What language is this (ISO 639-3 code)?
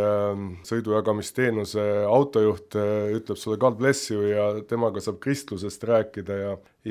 est